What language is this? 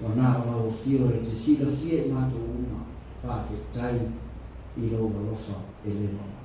Samoan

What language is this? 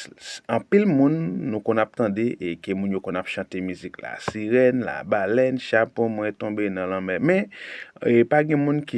Haitian Creole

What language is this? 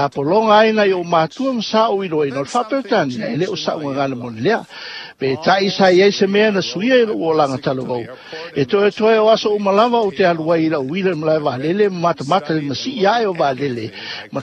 Samoan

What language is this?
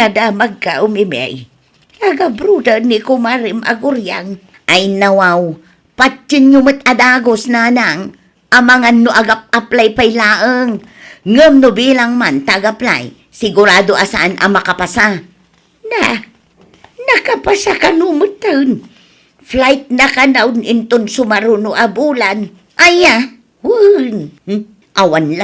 Iloko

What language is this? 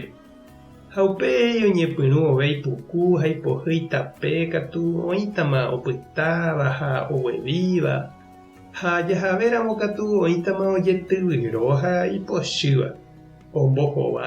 Guarani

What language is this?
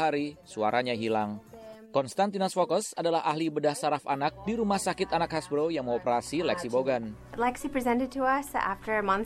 Indonesian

